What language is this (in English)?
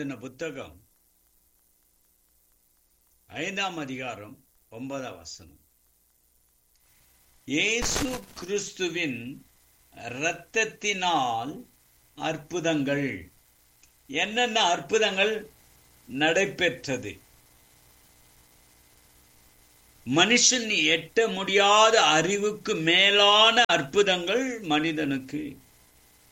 Tamil